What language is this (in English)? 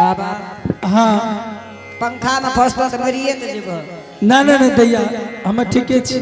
Angika